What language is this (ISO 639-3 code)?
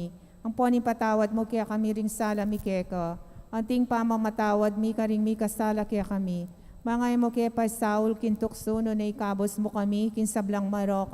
pam